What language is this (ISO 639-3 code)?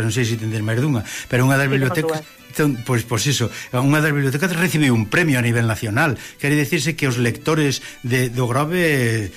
glg